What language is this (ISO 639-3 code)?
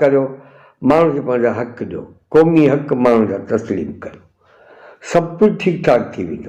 snd